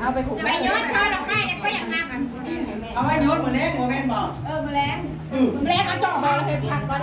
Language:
Northeastern Thai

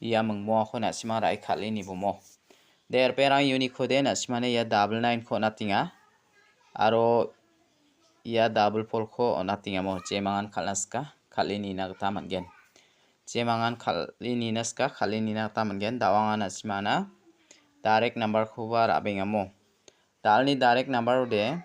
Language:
Garo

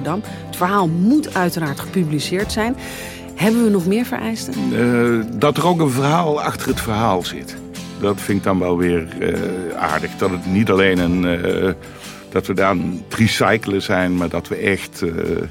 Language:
Dutch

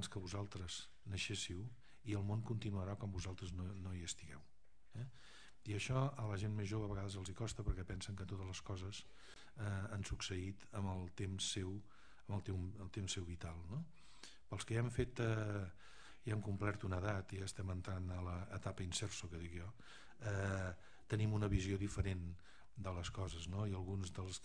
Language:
Catalan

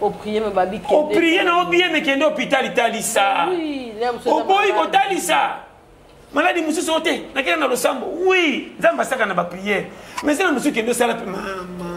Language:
Lingala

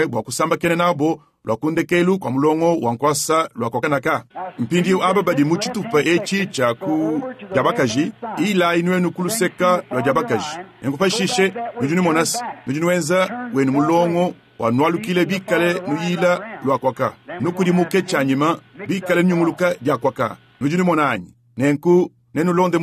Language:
Luba-Lulua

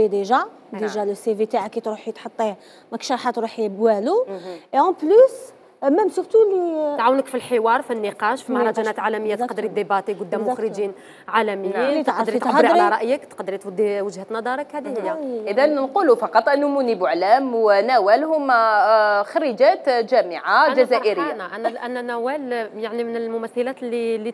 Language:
Algerian Arabic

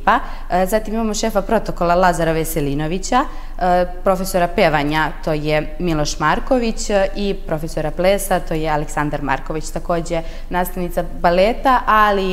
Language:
Serbian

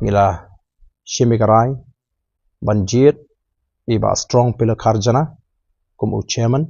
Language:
Khasi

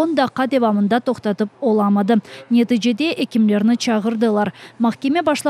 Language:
Crimean Tatar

